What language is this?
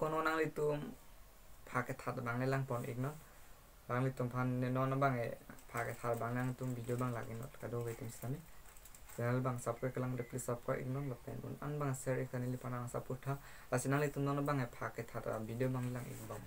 Karbi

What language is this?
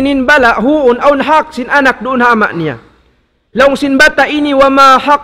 Tausug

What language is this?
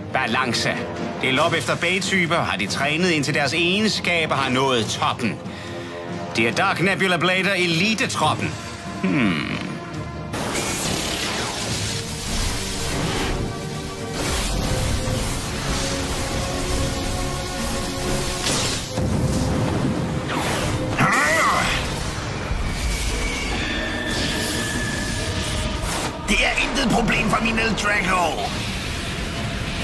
Danish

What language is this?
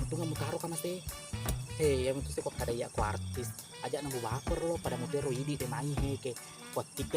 Buginese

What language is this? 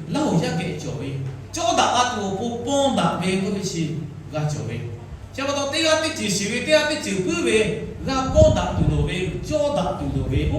Lahu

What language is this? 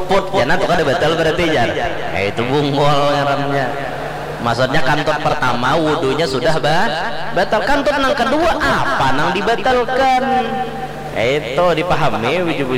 Banjar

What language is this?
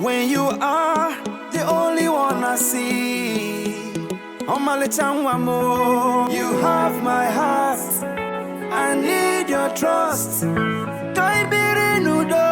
Nigerian Pidgin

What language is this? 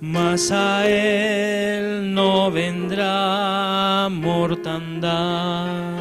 Aymara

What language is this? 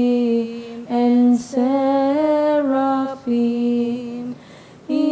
Bikol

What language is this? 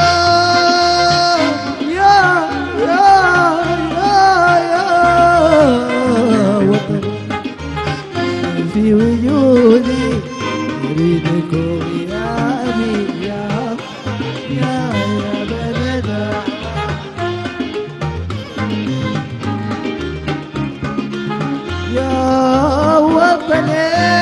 Arabic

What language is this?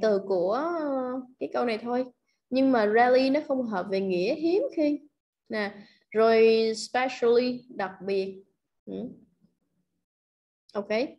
Vietnamese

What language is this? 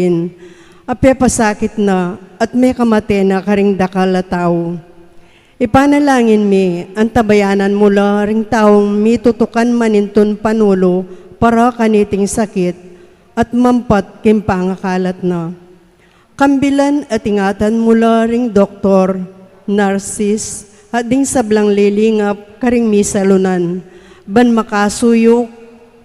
Pampanga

